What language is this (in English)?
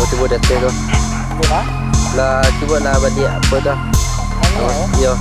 Minangkabau